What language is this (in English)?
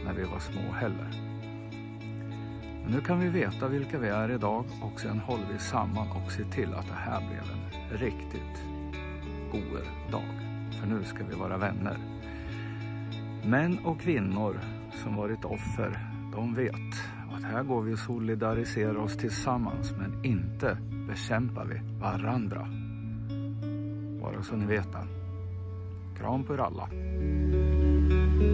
Swedish